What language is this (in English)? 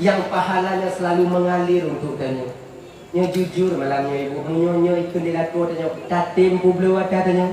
Achinese